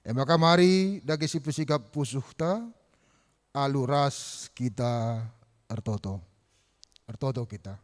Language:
Batak Karo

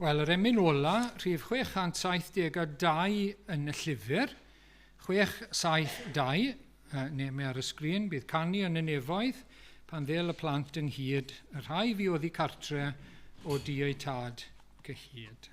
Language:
Welsh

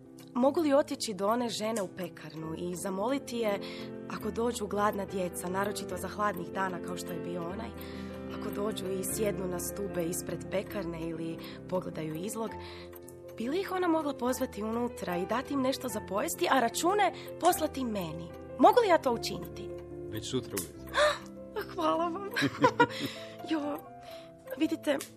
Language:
Croatian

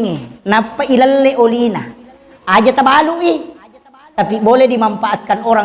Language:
Buginese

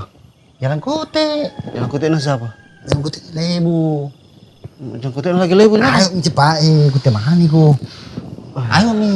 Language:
Makassar Malay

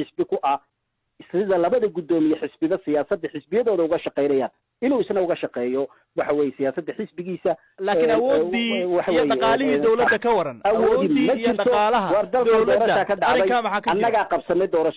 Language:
Somali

